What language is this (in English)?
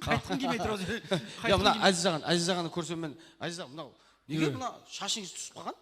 Kara-Kalpak